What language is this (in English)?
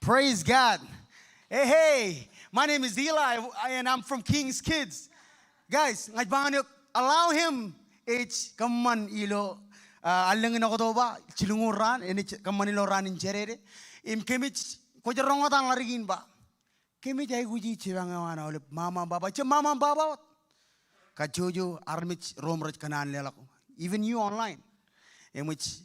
Marshallese